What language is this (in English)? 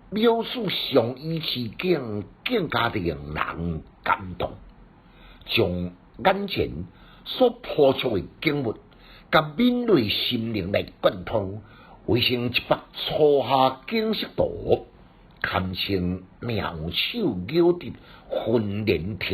Min Nan Chinese